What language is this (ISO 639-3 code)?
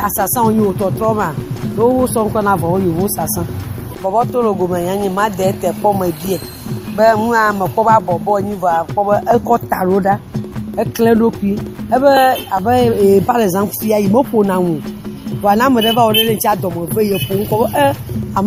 ewe